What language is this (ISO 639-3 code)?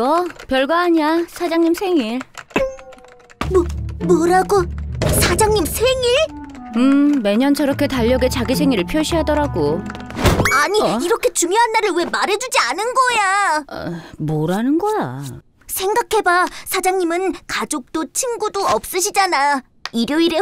kor